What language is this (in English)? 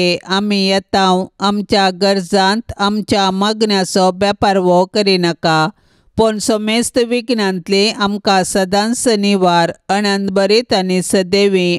Konkani